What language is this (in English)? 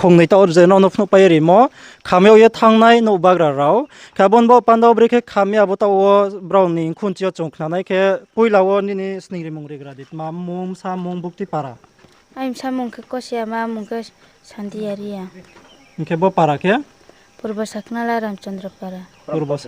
Riang (India)